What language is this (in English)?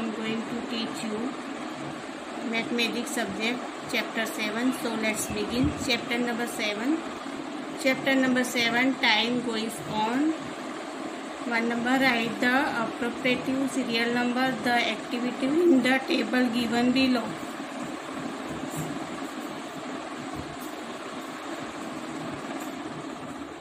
Hindi